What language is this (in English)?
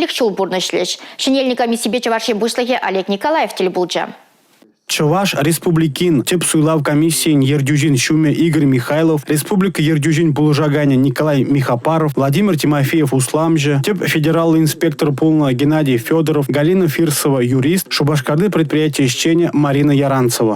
Chuvash